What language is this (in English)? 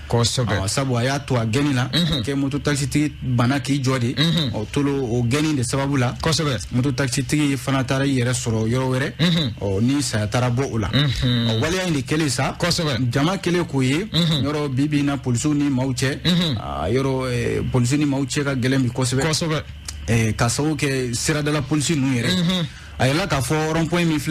Bambara